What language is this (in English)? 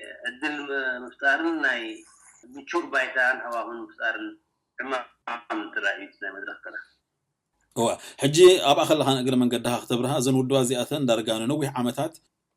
Tigrinya